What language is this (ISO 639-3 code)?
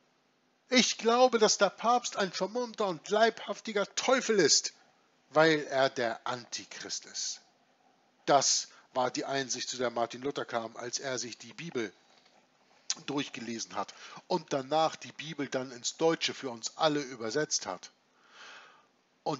deu